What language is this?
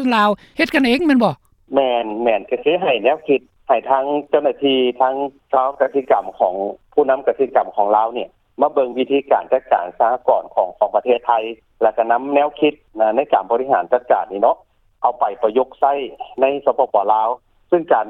Lao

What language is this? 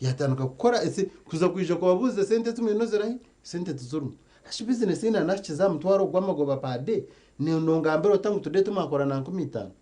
Nyankole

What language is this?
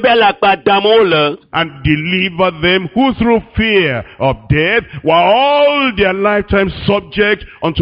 Ewe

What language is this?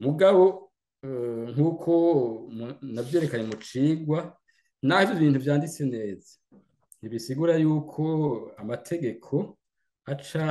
Rundi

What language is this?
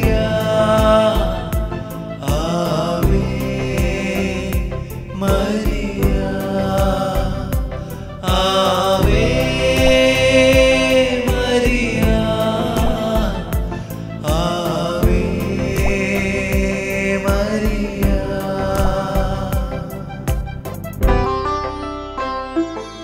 Malayalam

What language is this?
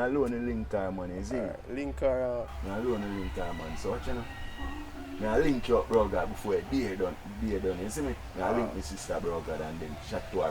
Jamaican Creole English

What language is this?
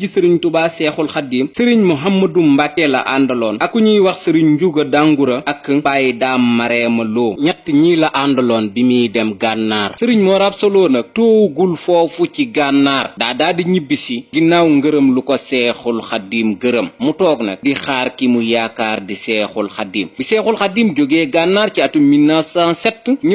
Wolof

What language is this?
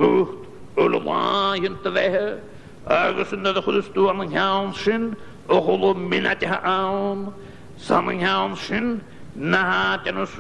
Scottish Gaelic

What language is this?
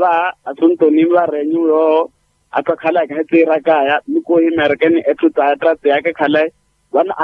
Makhuwa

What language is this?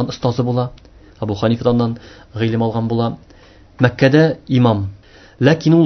Tatar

